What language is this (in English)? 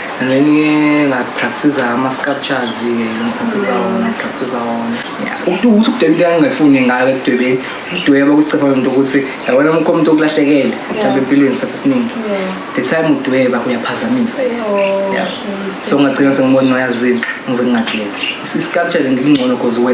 Zulu